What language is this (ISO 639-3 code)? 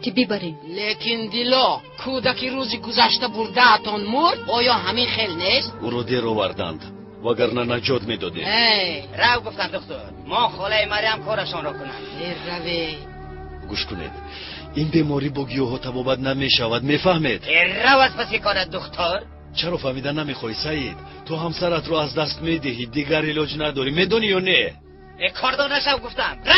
tgk